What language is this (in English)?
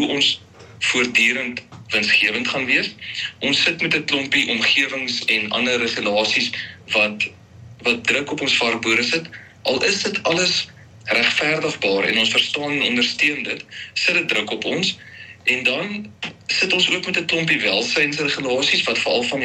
Afrikaans